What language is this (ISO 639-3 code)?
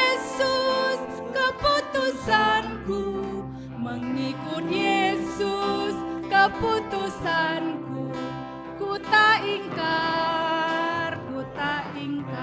btx